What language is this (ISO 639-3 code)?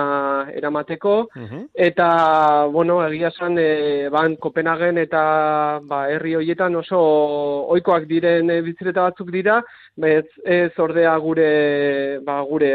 eus